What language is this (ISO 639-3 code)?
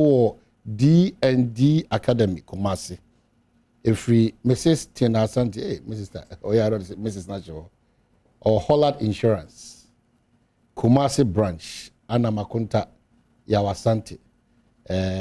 aka